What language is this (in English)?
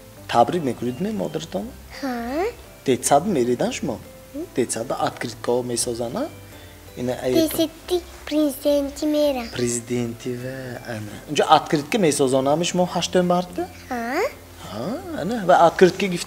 Tajik